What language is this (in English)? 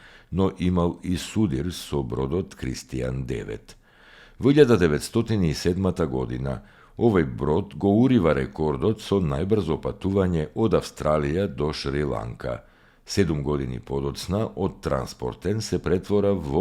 Macedonian